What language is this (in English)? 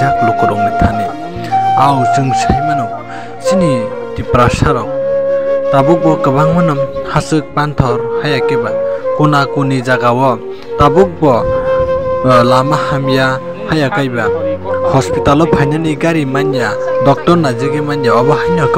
Kok Borok